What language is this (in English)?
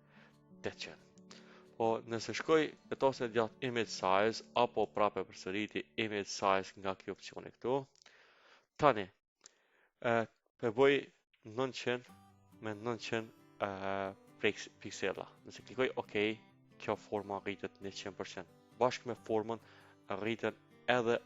Albanian